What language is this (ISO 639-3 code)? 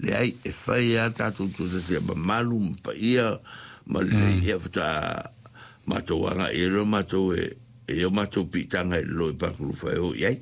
smo